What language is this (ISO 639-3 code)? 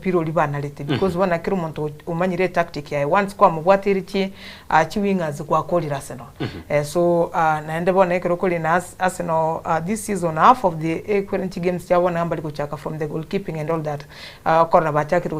guz